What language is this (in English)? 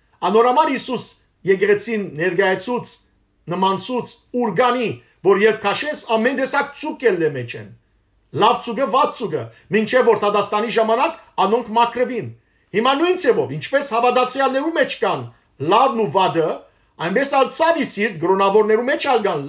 Western Armenian